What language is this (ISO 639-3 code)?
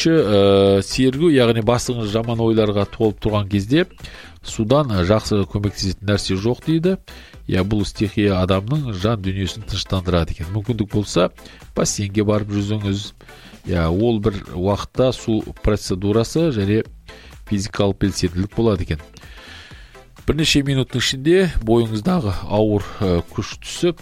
kaz